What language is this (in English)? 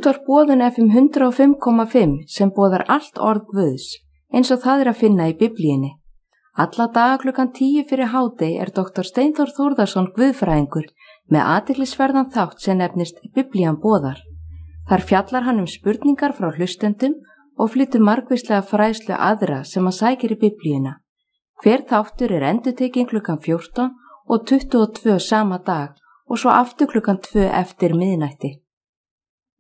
Icelandic